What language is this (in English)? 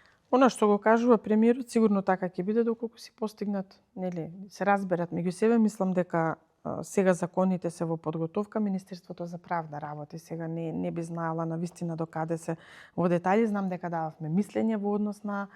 Macedonian